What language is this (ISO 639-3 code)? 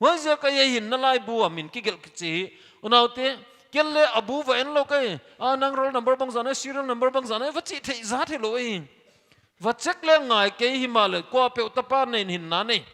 pck